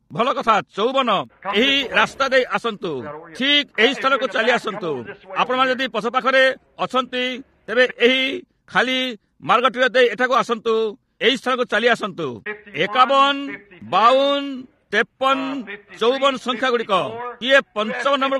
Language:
Odia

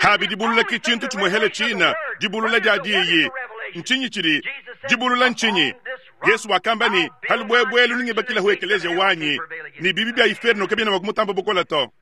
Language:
Luba-Lulua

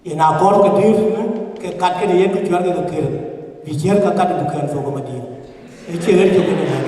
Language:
Dinka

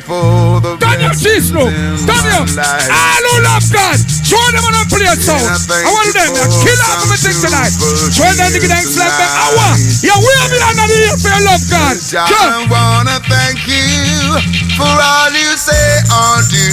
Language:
Jamaican Creole English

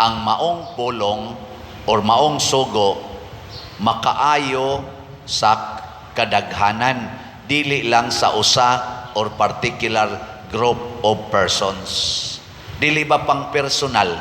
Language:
Cebuano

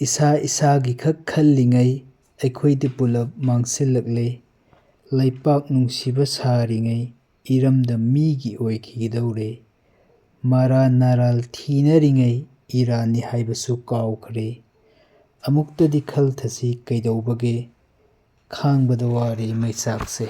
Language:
Manipuri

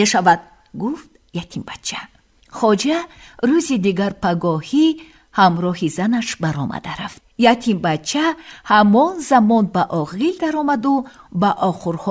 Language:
Tajik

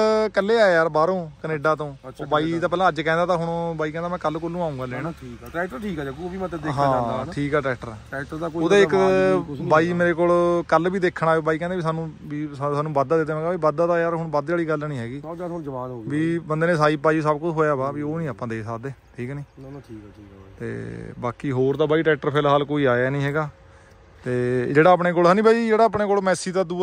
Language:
Punjabi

